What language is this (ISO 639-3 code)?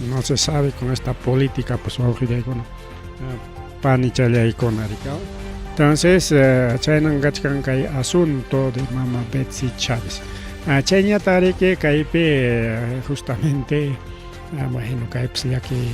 quy